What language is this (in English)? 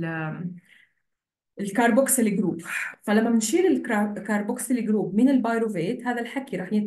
South Levantine Arabic